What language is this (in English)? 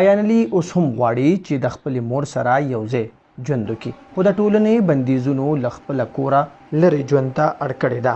Pashto